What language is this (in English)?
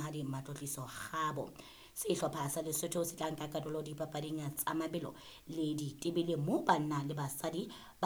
Southern Sotho